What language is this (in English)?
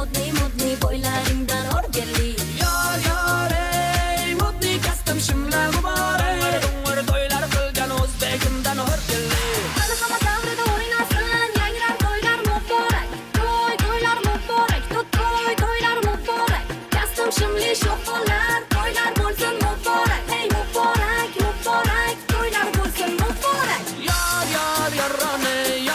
Kara-Kalpak